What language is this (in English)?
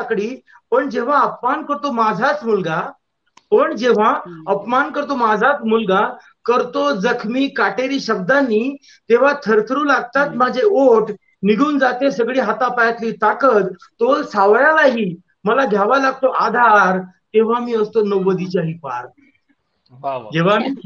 Marathi